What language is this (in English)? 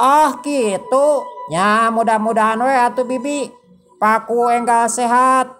Sundanese